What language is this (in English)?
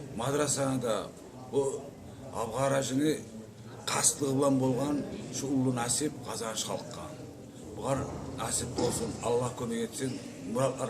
Kumyk